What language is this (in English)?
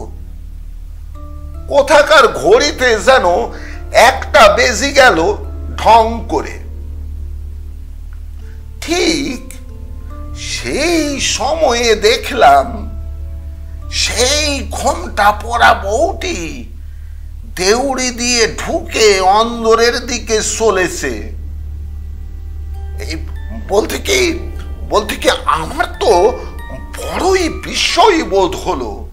Bangla